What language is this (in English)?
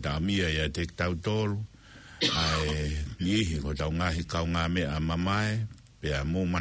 Tongan